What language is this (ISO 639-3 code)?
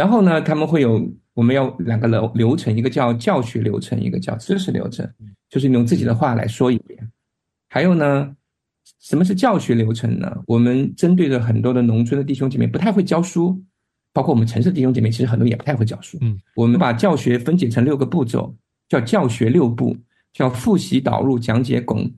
zho